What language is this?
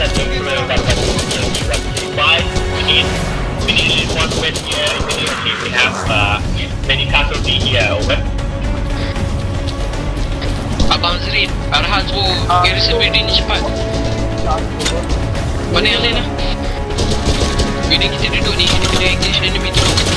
Malay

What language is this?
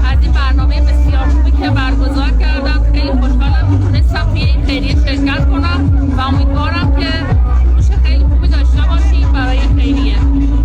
Tajik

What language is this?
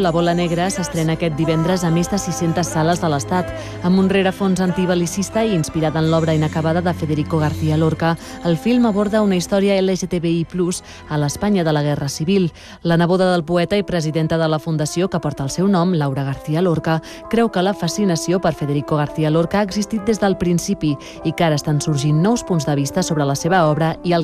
Catalan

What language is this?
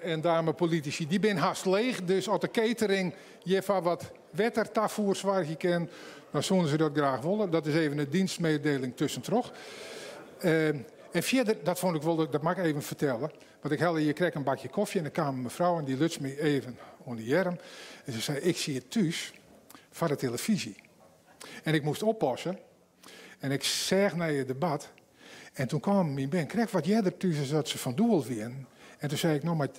Western Frisian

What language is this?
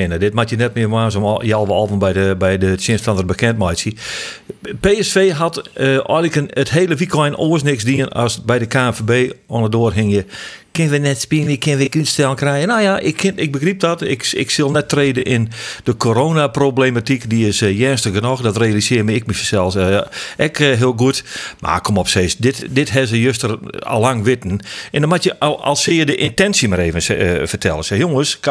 Western Frisian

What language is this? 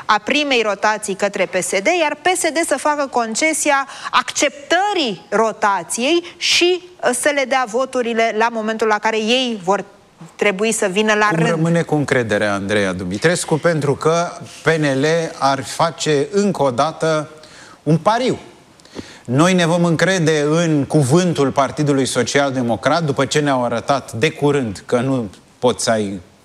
Romanian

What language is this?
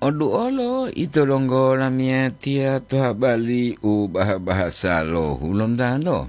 Gorontalo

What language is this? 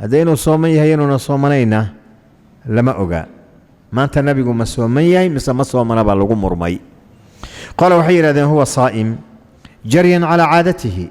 Somali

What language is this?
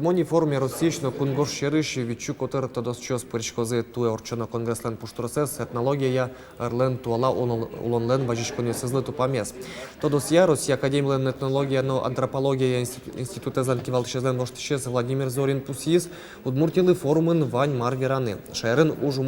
Udmurt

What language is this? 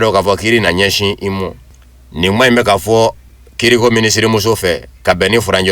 Bambara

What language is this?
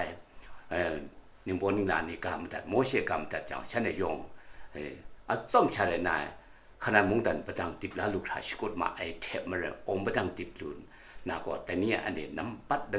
Kachin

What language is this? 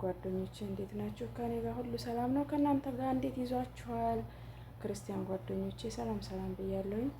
Amharic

